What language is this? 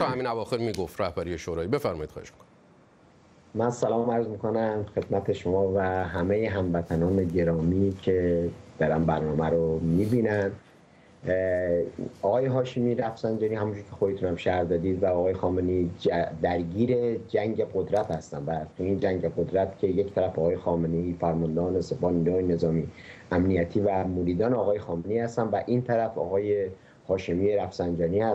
Persian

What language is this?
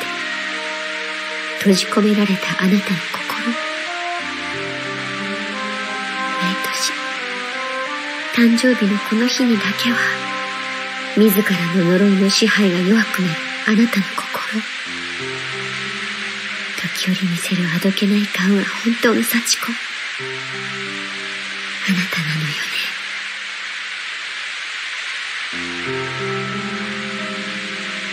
Japanese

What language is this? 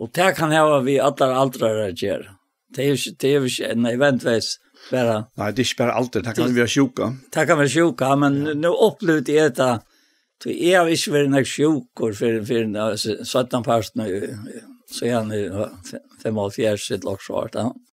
Faroese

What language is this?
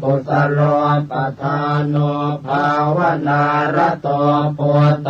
Pali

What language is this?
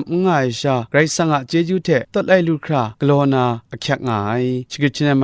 Kachin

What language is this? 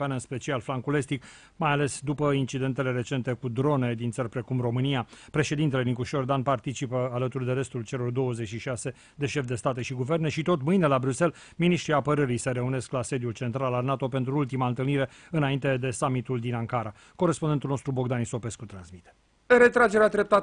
Romanian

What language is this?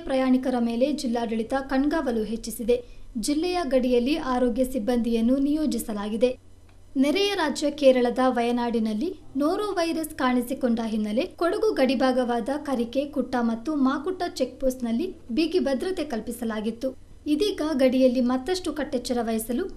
Kannada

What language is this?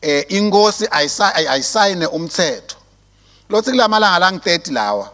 Swati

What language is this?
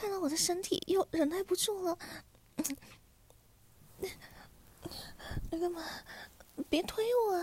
Chinese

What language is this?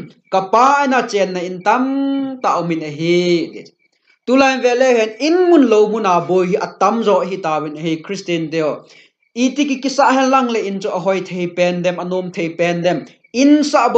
Thado Chin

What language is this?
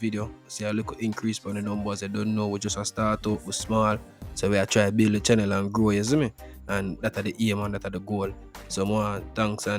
Jamaican Creole English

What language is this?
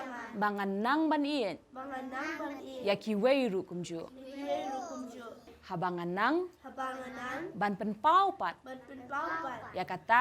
Khasi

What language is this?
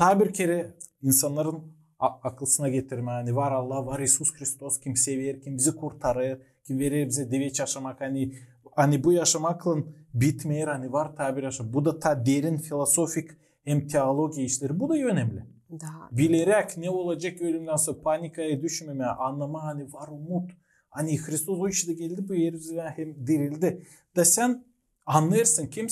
Gagauz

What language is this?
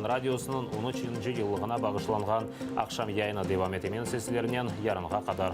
Crimean Tatar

